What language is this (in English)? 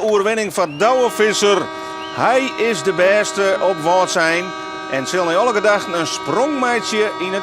Western Frisian